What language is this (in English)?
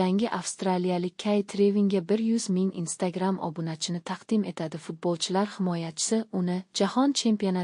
Uzbek